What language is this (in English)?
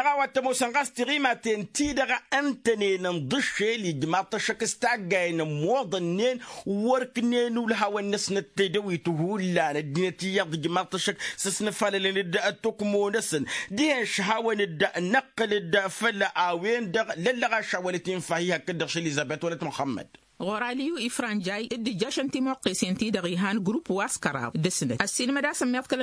Tamasheq